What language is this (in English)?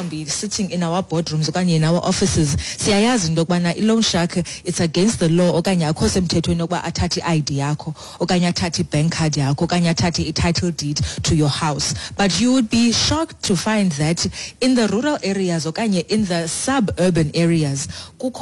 Xhosa